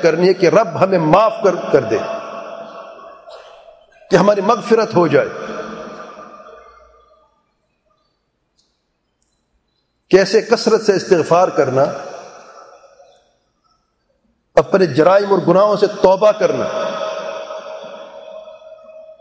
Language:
Urdu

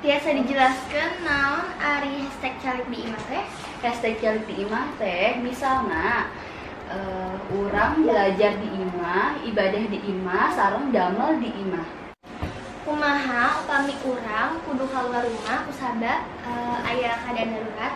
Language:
Sundanese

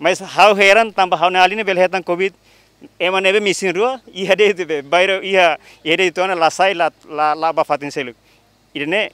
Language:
Tetum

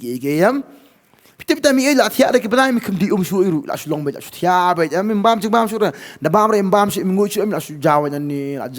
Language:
Khasi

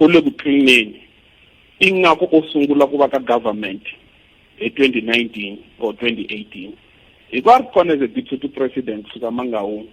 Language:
Tsonga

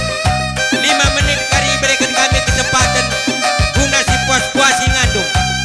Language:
Batak Karo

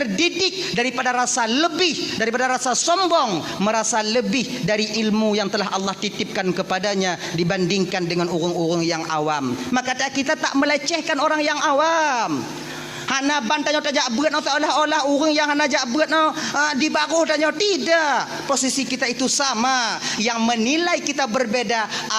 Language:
Achinese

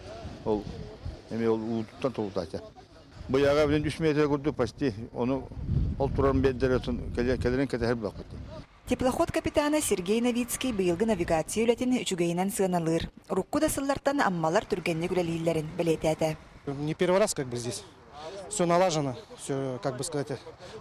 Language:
Yakut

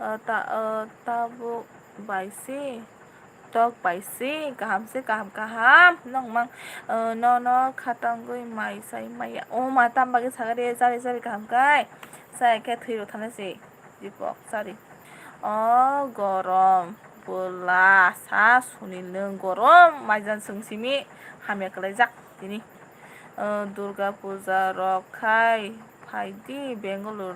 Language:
Kok Borok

